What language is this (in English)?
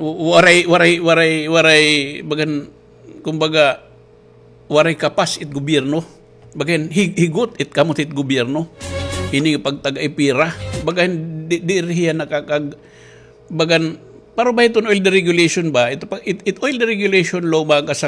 Waray